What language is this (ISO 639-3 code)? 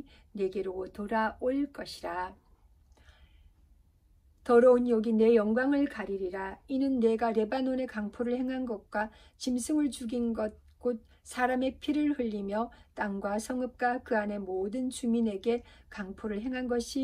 kor